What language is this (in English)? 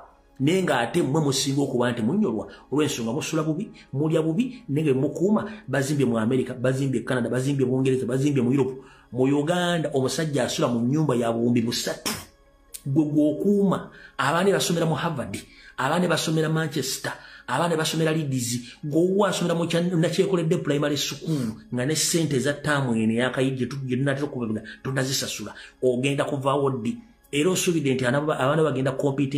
Ganda